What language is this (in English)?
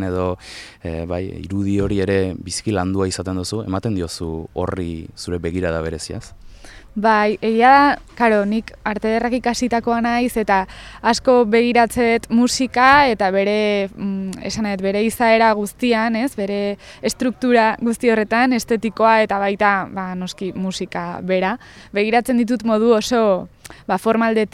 Basque